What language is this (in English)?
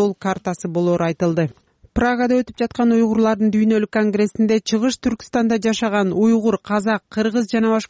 Kyrgyz